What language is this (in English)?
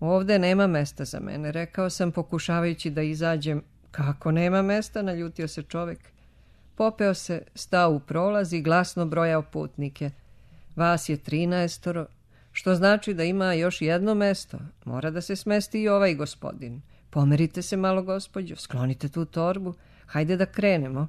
Serbian